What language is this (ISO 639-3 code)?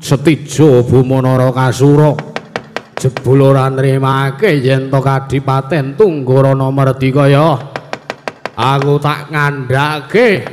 jav